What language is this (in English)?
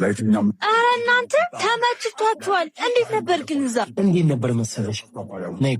Amharic